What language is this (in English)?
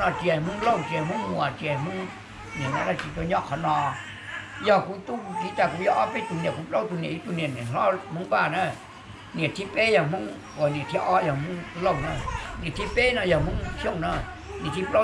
Hmong